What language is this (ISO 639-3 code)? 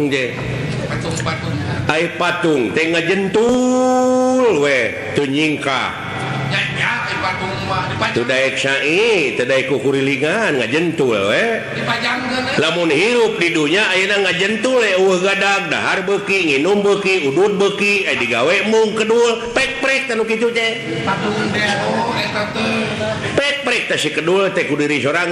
sun